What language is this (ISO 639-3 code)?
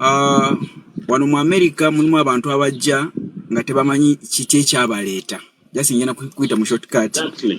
lug